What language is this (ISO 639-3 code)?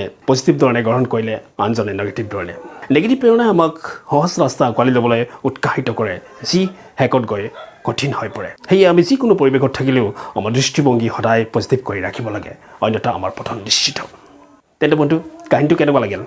asm